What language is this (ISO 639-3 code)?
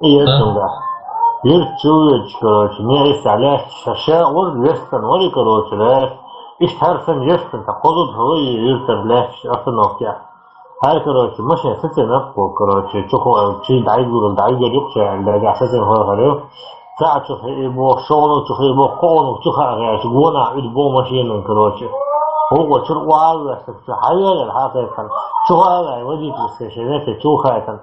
che